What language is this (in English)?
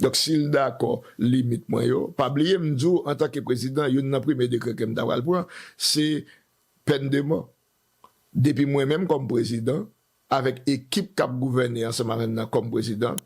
Haitian Creole